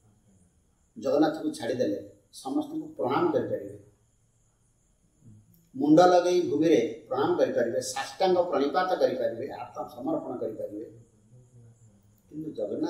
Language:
Odia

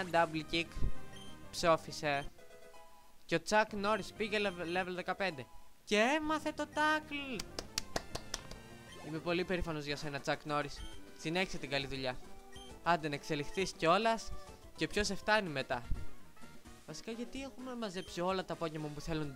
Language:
Greek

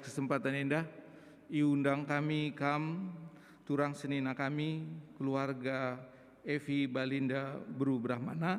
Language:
Batak Karo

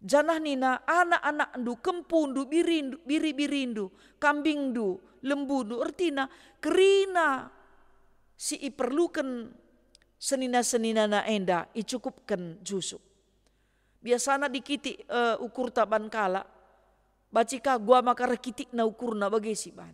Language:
Batak Karo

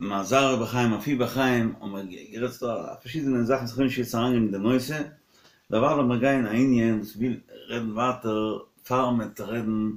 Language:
Yiddish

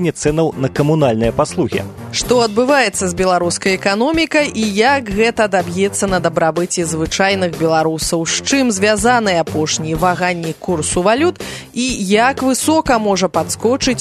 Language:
Belarusian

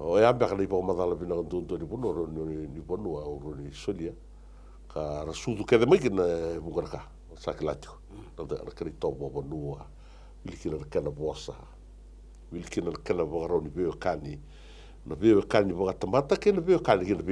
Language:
Fijian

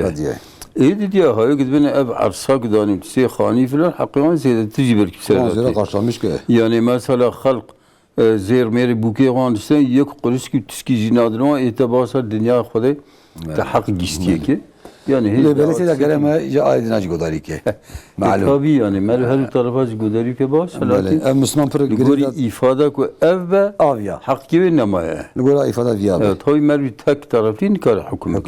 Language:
Kurdish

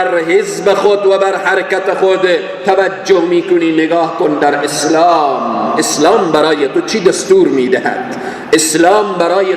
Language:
Persian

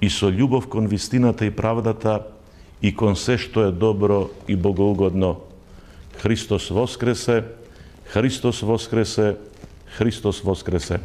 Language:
Macedonian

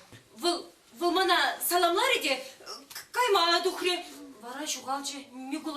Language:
Chuvash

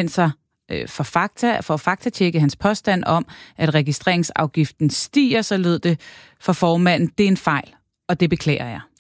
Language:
Danish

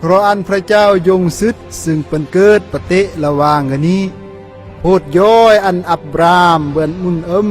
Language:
Khmu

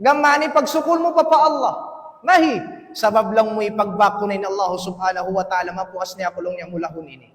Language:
Tausug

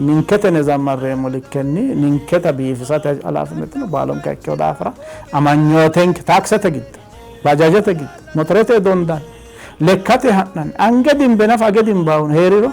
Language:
Sidamo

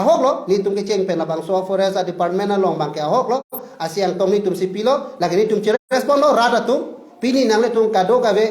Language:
Karbi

